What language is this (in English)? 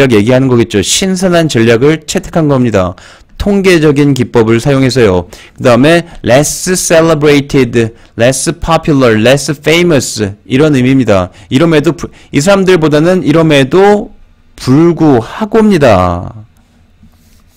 Korean